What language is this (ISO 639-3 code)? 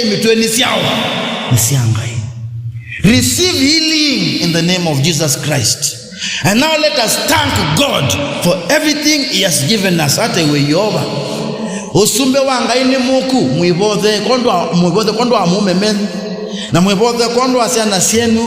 kam